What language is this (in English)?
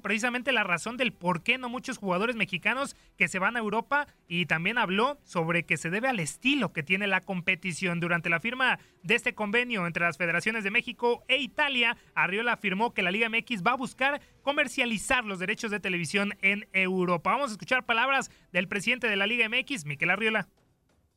Spanish